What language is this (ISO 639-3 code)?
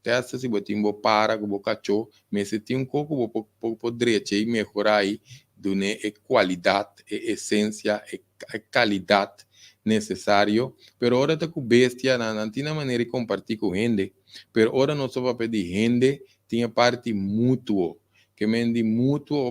pap